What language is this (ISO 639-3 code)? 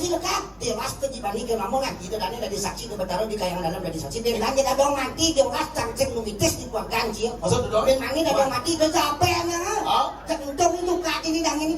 ban